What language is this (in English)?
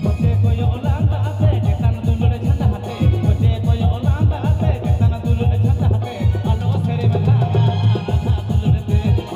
Santali